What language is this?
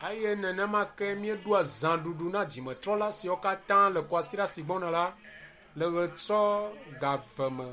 Ewe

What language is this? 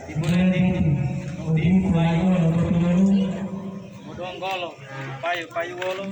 Gorontalo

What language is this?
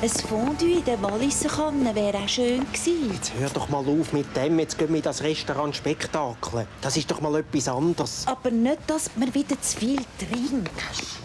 Swiss German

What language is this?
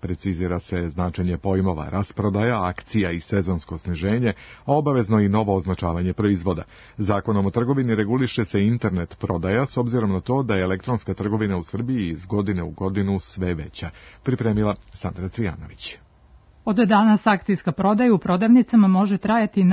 Serbian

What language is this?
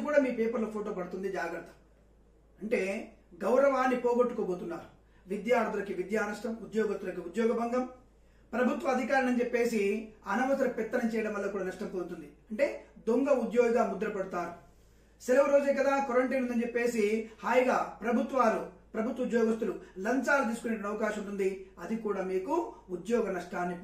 Telugu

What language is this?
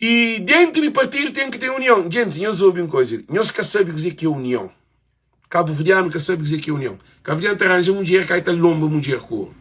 Kabuverdianu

